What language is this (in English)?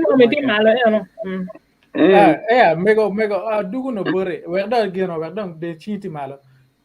Acoli